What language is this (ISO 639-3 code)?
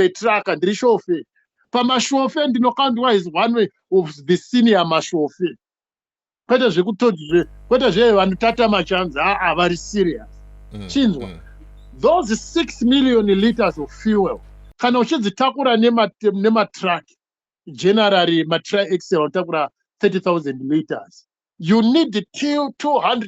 sna